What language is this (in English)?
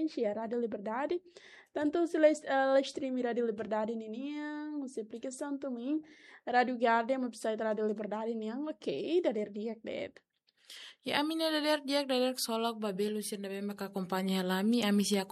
Tetum